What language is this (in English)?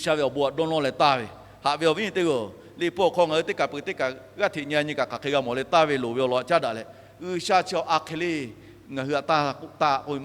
Lahu